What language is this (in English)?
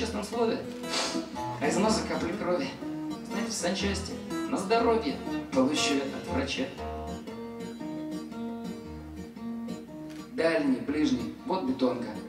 Russian